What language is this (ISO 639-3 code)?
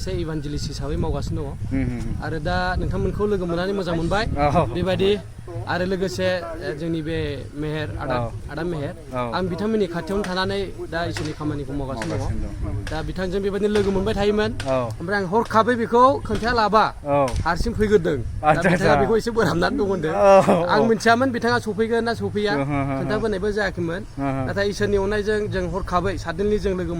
brx